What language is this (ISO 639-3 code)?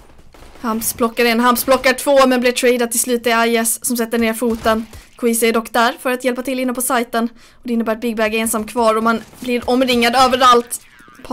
swe